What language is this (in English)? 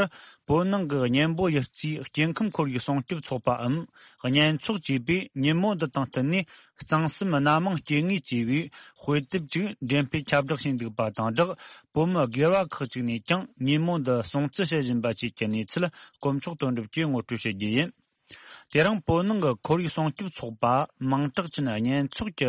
Tibetan